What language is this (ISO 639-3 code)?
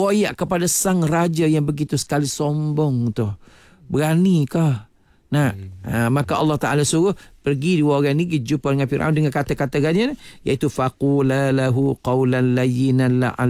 msa